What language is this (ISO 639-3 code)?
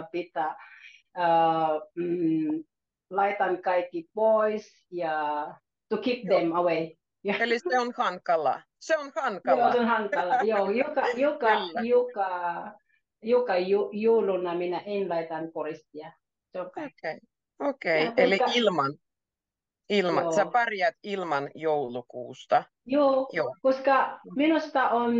fin